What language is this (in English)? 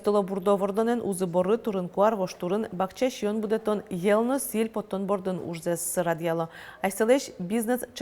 Udmurt